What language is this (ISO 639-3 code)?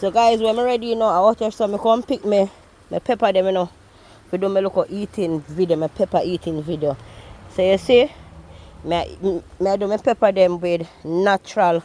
jam